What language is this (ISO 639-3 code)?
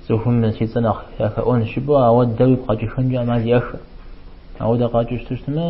kbd